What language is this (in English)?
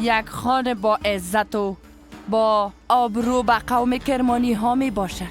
Persian